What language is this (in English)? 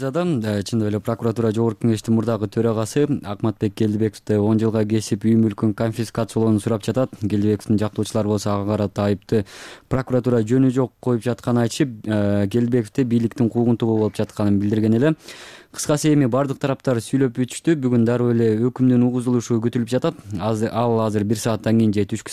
Kyrgyz